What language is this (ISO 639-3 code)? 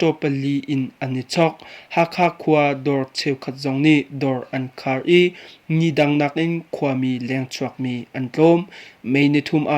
cnh